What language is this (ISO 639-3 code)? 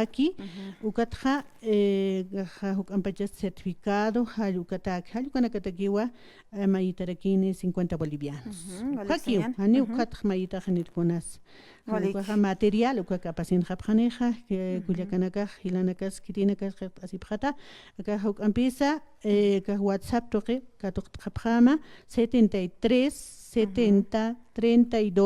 aym